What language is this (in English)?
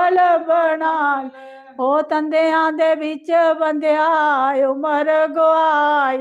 Dogri